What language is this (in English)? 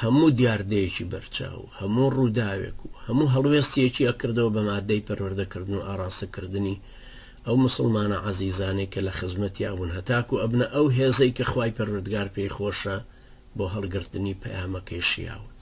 Central Kurdish